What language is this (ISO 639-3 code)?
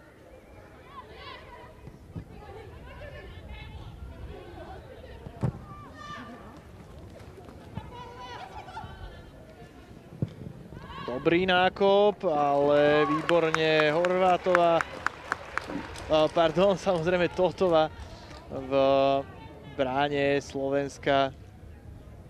slk